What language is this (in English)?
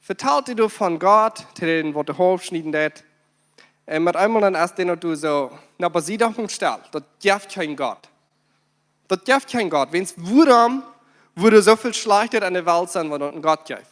Plautdietsch